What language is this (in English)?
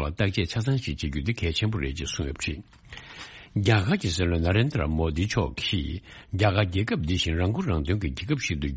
Tibetan